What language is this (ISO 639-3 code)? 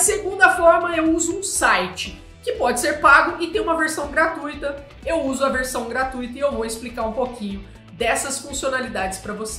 por